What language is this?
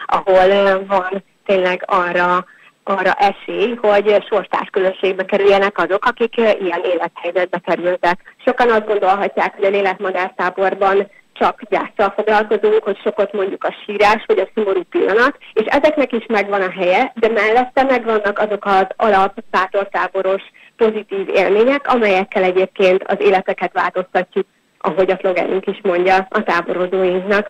Hungarian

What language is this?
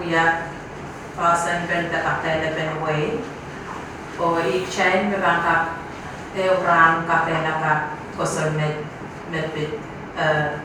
Pohnpeian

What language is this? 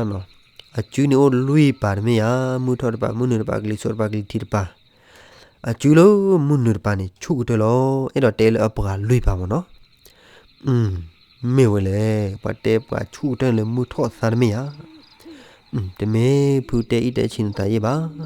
S'gaw Karen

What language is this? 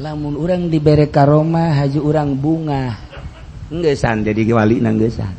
Sundanese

